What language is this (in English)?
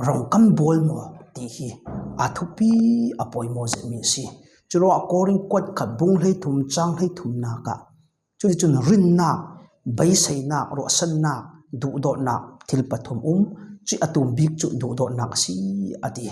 Falam Chin